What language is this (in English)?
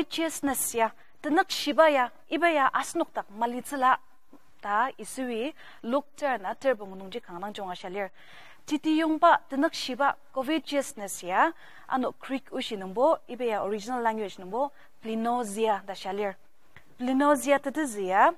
Ao Naga